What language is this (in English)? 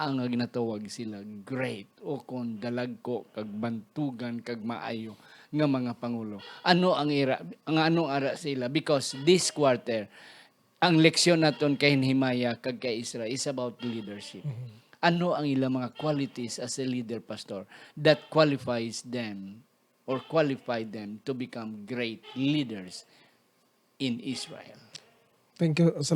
Hiligaynon